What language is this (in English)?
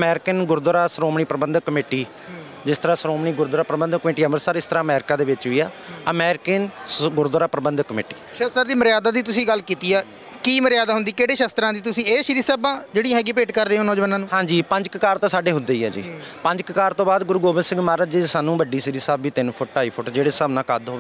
Punjabi